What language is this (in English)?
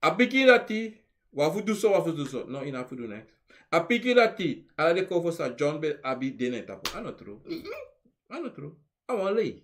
Sranan Tongo